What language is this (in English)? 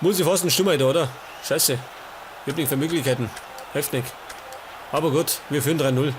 Bavarian